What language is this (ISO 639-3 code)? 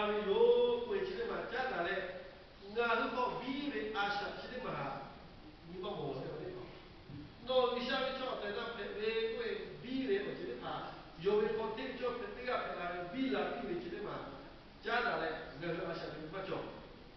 lhu